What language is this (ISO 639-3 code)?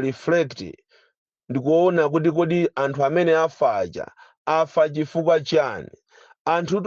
nya